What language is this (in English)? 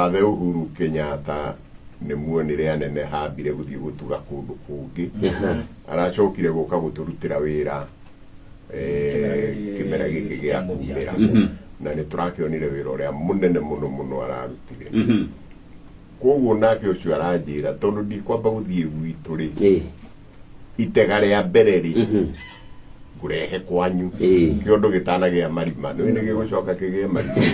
Kikuyu